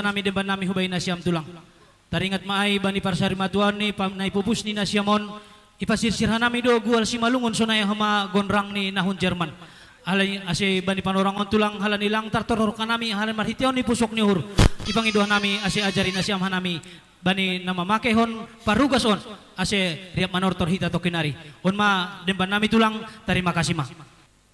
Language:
Batak Simalungun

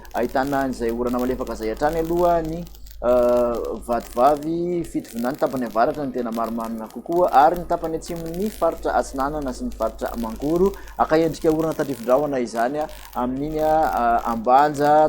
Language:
Malagasy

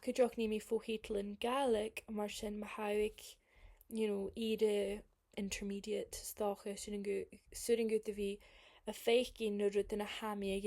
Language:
Scottish Gaelic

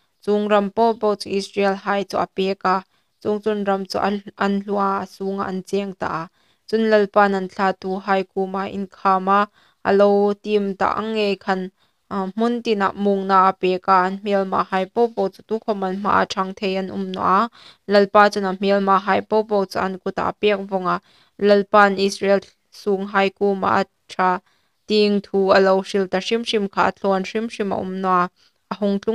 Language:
Hmar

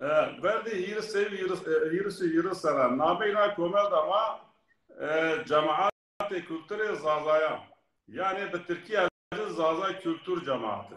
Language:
Zaza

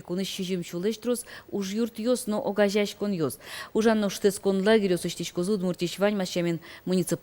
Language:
Udmurt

